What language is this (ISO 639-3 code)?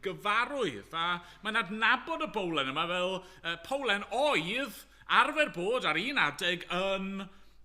cym